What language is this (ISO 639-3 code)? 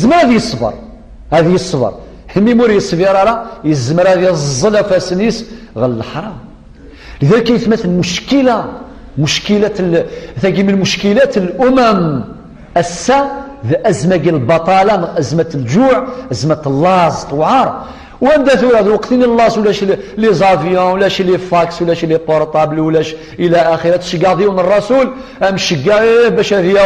kab